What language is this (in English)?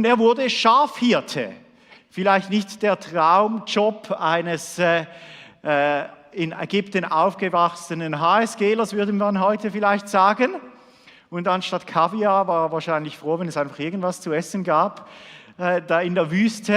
Swiss German